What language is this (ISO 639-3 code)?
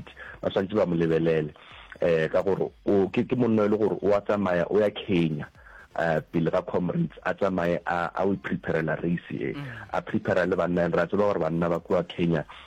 nso